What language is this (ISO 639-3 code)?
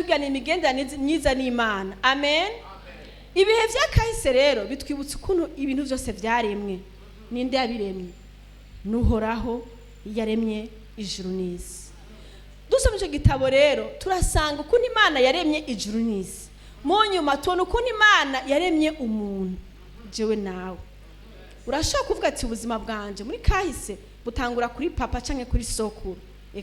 run